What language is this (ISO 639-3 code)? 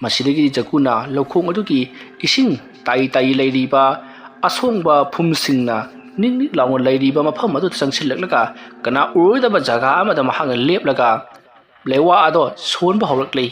mni